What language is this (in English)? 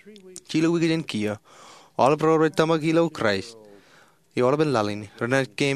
Marshallese